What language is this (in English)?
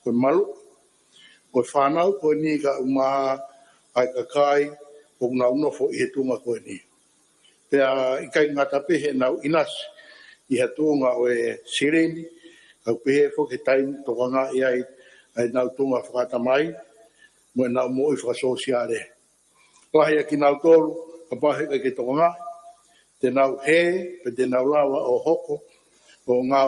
Tongan